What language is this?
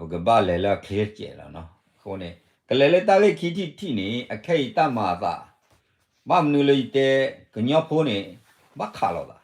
S'gaw Karen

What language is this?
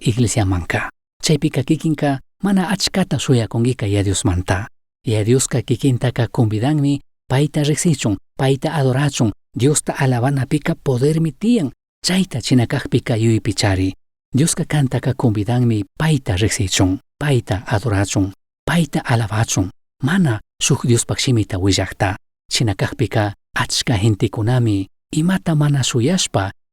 Chimborazo Highland Quichua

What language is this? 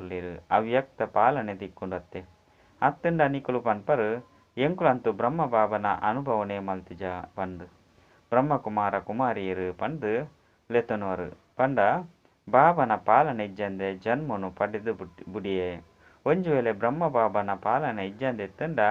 Tulu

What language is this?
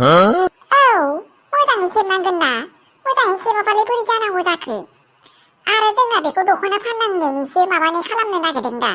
Bodo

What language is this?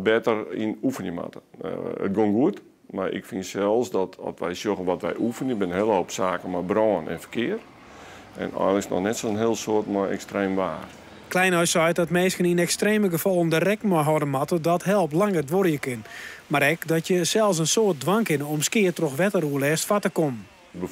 Western Frisian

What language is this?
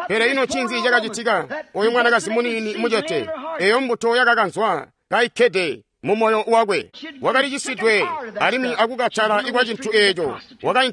Tonga (Zambia)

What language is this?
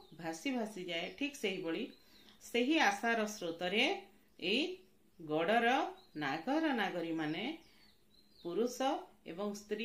Odia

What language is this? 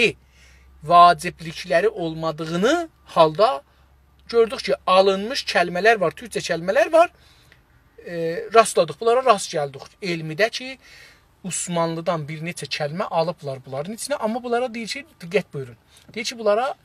South Azerbaijani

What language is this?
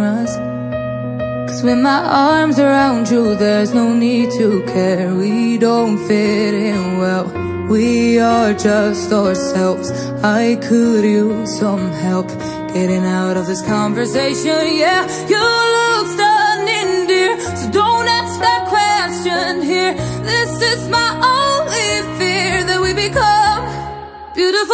English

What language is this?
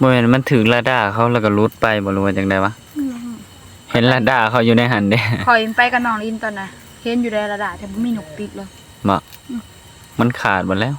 Northeastern Thai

